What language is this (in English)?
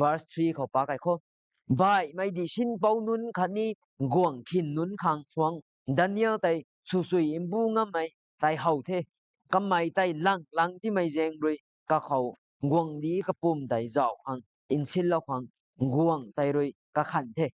Rongmei Naga